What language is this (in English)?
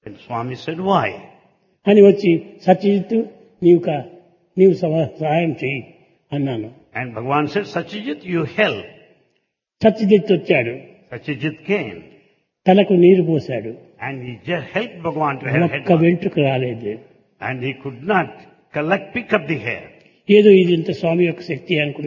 Telugu